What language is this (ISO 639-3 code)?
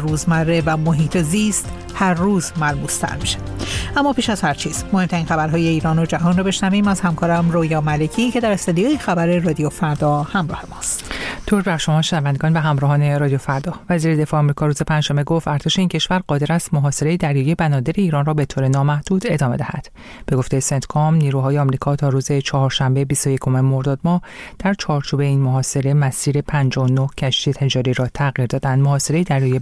fas